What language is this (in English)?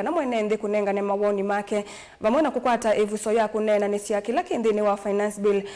Kamba